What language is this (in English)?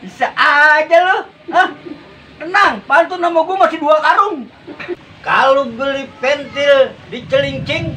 Betawi